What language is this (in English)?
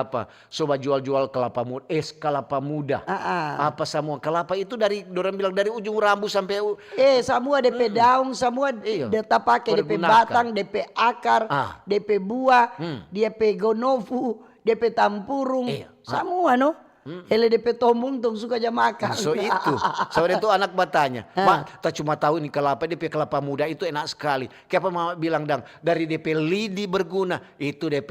Manado Malay